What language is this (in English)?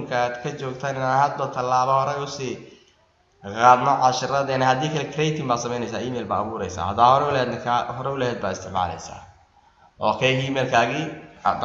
Somali